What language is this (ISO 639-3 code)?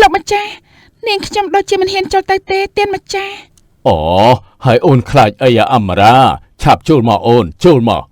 khm